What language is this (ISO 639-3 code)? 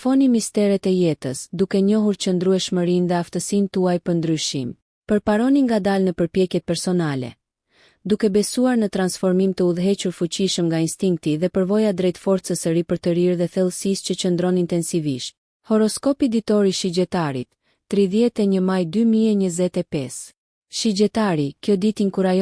sqi